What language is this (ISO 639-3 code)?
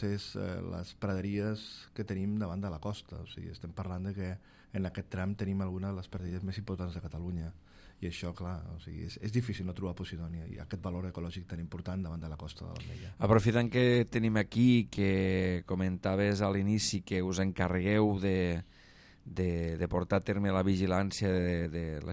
cat